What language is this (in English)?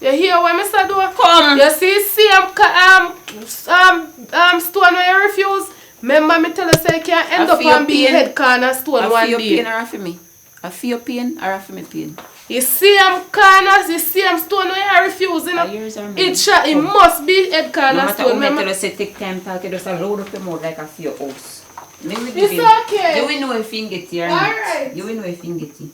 Jamaican Creole English